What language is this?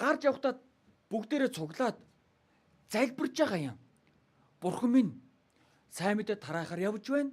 Mongolian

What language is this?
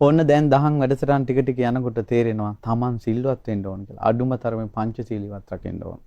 Sinhala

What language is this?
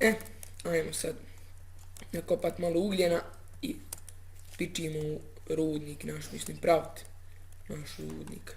Bosnian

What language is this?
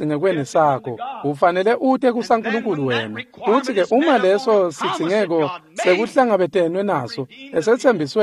Swati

